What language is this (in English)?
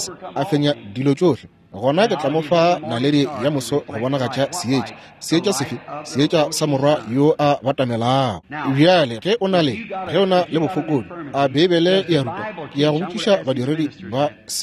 Northern Sotho